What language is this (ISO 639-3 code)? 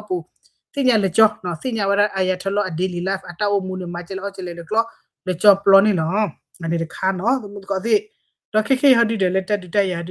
ksw